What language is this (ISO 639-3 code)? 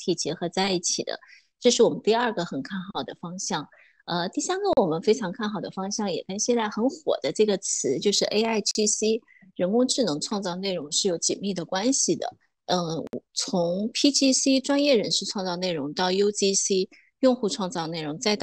zho